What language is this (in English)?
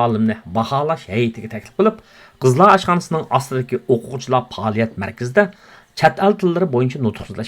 Uyghur